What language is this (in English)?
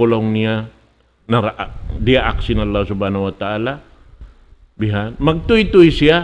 Tausug